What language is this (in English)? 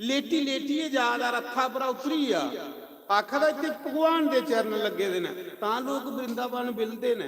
Dogri